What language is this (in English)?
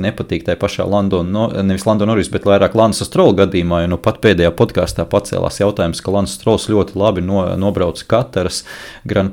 Latvian